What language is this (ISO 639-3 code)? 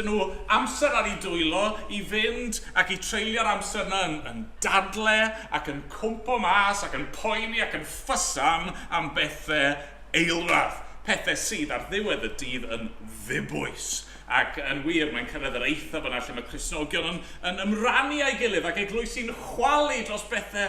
cym